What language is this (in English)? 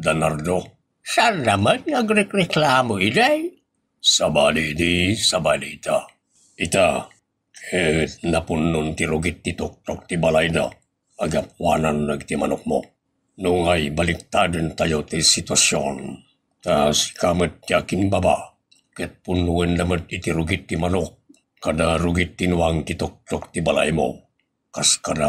Iloko